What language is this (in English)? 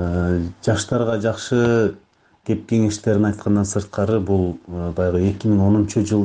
Kyrgyz